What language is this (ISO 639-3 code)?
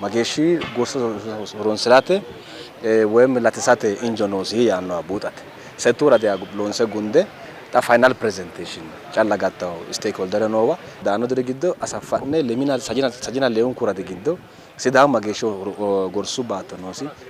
sid